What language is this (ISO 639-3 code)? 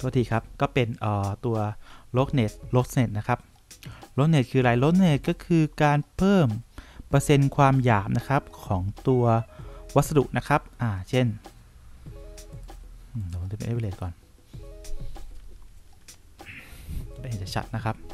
tha